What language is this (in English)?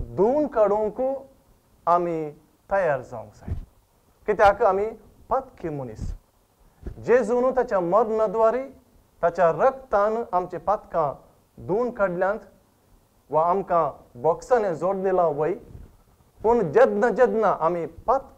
Konkani